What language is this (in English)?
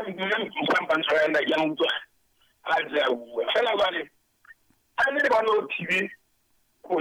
Southern Sotho